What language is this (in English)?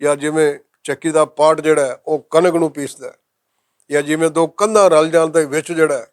Western Panjabi